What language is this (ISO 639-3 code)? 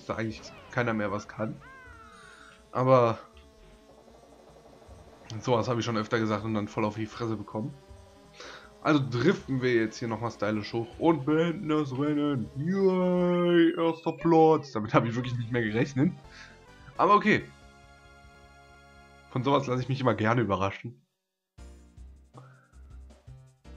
deu